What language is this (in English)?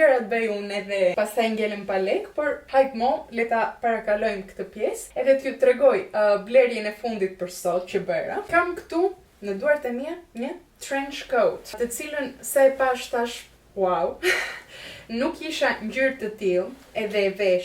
Albanian